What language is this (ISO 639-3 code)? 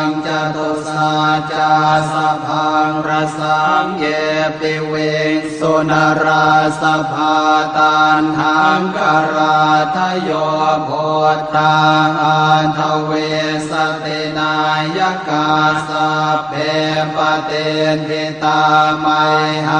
pli